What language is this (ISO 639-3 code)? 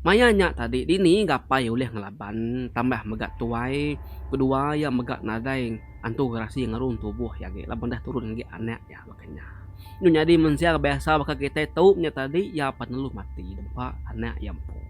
iba